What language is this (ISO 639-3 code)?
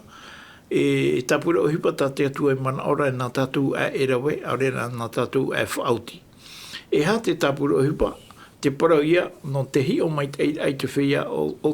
tah